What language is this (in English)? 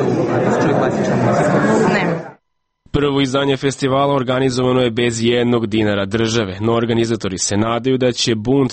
Serbian